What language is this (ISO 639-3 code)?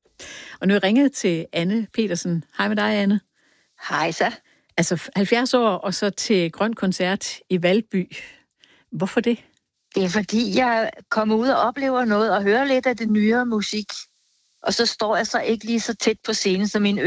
dan